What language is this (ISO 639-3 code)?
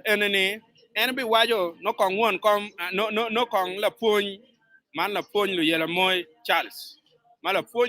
ach